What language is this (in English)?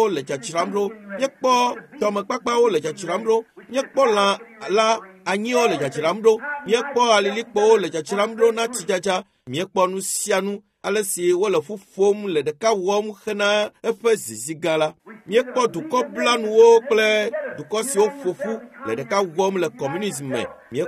Ewe